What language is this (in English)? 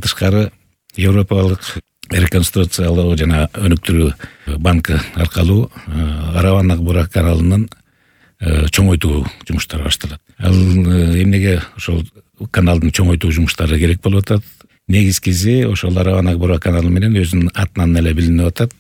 Kyrgyz